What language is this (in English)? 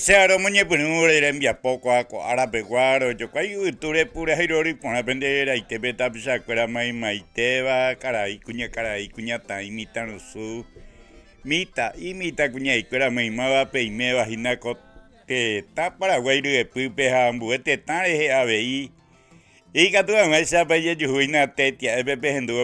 Guarani